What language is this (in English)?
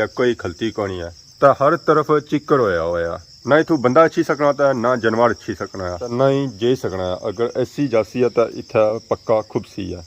Pahari-Potwari